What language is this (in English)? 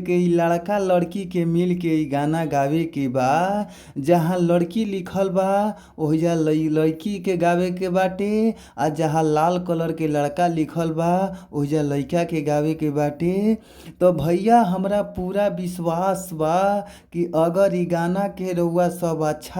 Bhojpuri